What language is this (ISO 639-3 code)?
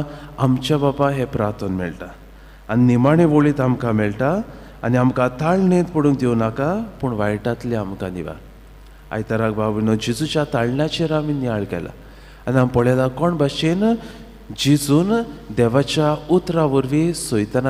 kok